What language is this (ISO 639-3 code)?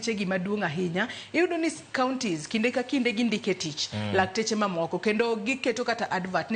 luo